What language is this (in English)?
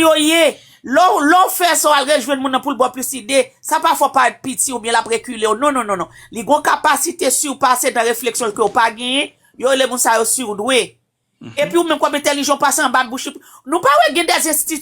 Haitian Creole